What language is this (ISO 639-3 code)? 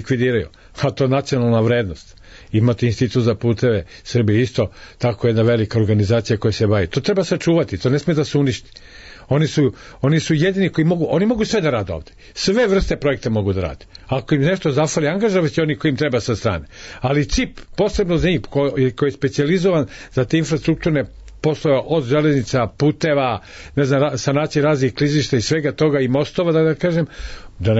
srp